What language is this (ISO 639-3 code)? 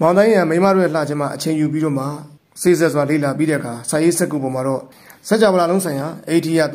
mya